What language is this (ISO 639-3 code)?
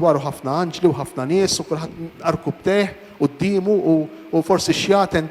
mlt